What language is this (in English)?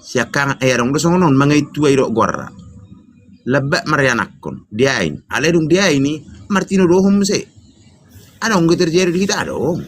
Batak Toba